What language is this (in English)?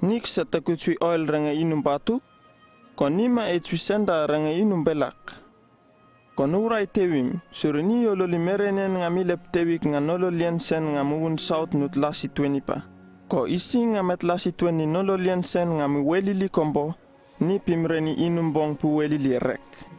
Uripiv-Wala-Rano-Atchin